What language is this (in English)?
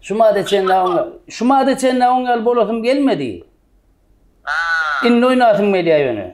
Turkmen